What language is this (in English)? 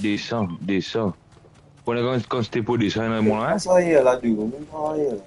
Morisyen